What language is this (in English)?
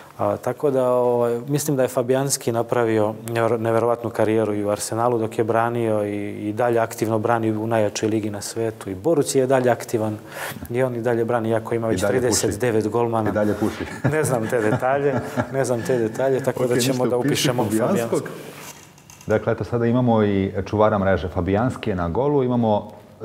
Serbian